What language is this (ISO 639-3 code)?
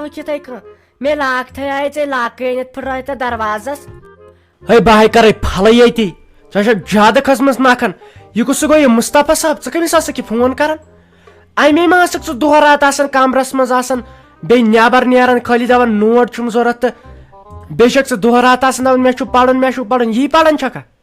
kas